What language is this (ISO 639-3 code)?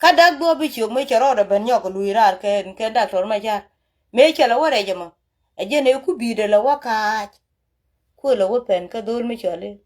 nus